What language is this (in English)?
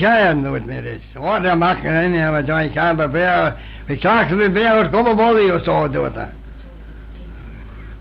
Manx